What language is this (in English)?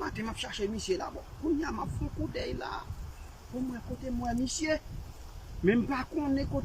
Haitian Creole